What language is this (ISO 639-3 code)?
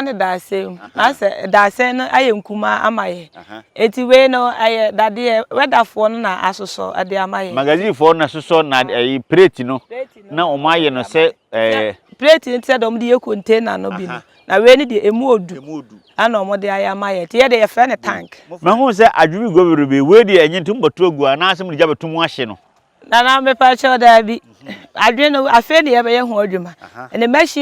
aka